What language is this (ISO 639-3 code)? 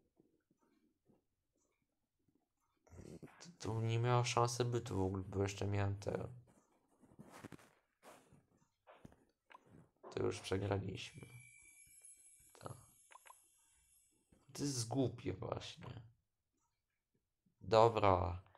pol